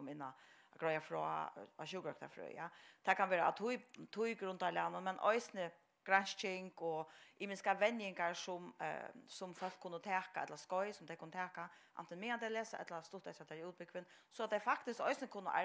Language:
Faroese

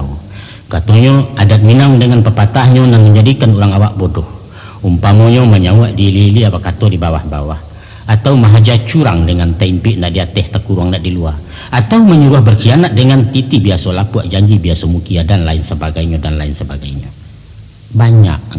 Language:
Minangkabau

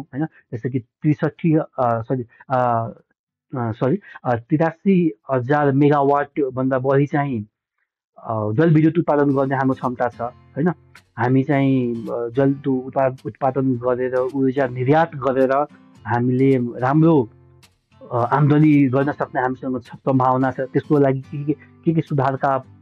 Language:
Nepali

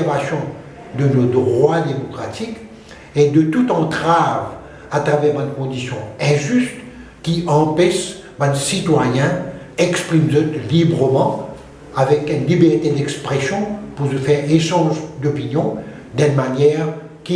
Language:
Morisyen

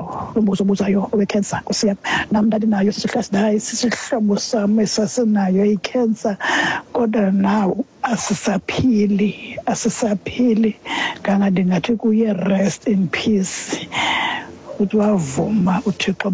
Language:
Xhosa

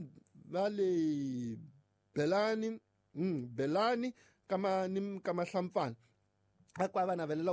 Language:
Tsonga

